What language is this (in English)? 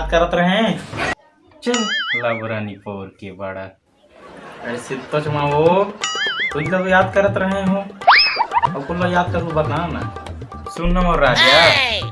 Chhattisgarhi